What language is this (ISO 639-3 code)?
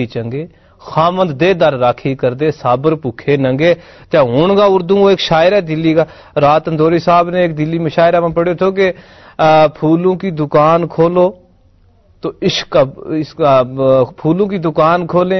gju